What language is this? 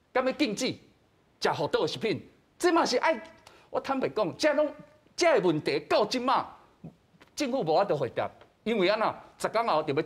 Min Nan Chinese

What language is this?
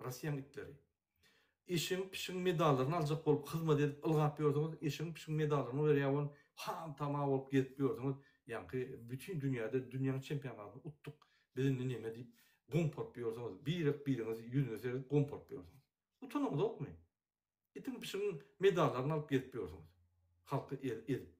Turkmen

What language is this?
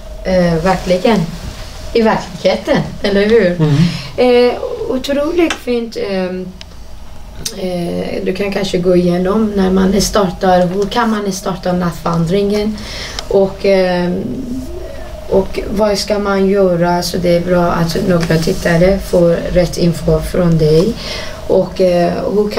Swedish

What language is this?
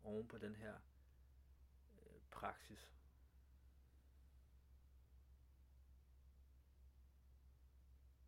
Danish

